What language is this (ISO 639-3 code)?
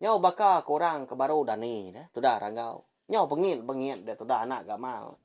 iba